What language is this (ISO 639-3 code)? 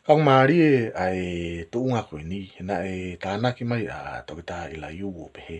ton